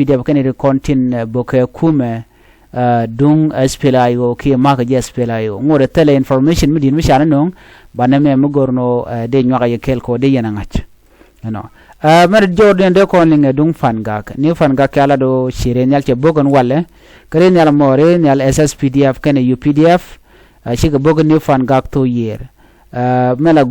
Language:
Nuer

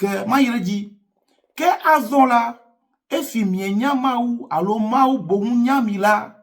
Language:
Ewe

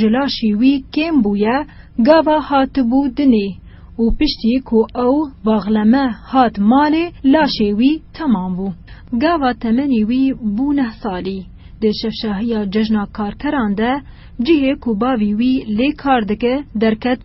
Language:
Kurdish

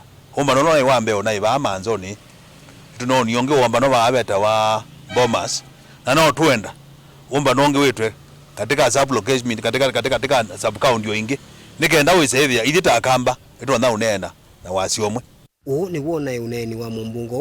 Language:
Kamba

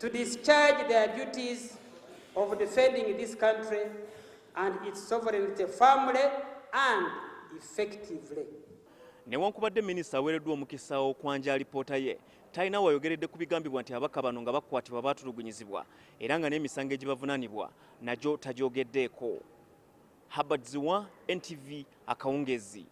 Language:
Ganda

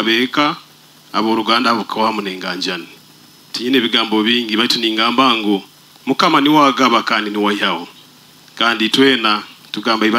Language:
Nyoro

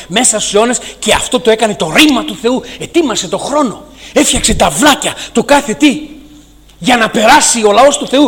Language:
Greek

